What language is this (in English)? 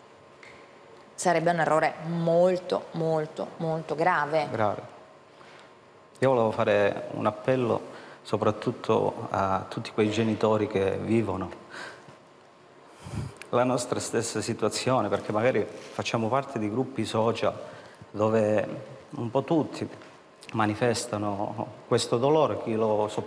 Italian